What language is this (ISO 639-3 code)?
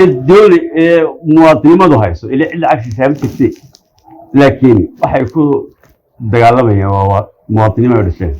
som